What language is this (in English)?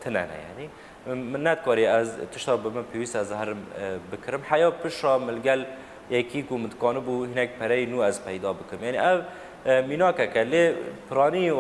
Kurdish